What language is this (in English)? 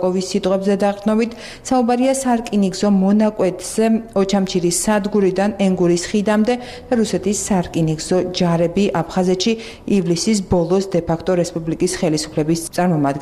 Georgian